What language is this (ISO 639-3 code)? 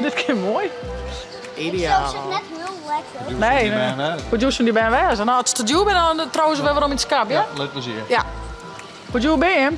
fry